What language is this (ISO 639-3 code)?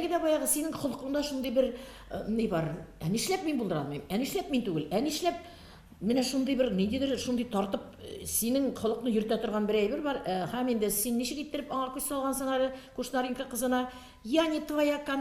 tat